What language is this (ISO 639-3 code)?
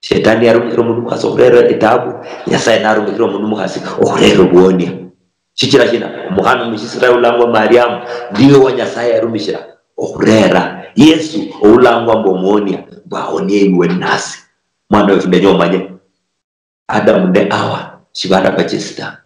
luy